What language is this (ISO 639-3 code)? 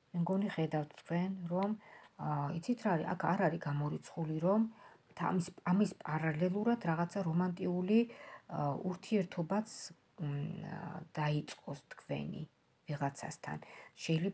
kat